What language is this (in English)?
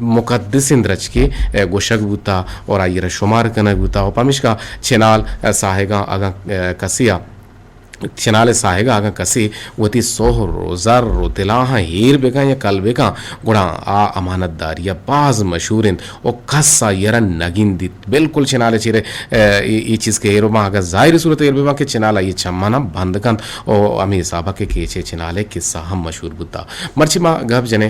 Eastern Balochi